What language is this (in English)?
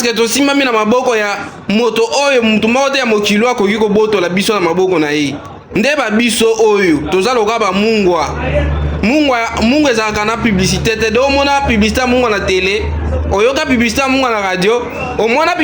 Lingala